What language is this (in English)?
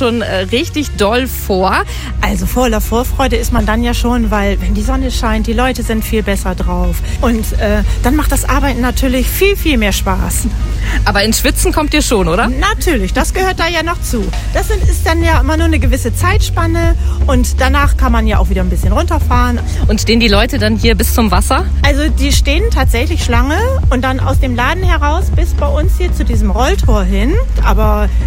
German